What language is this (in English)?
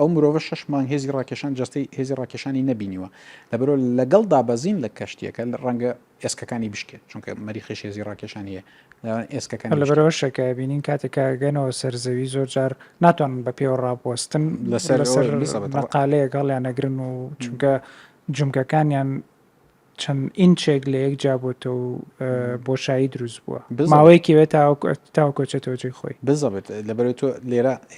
Central Kurdish